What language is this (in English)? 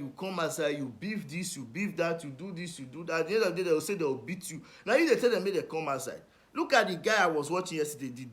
Nigerian Pidgin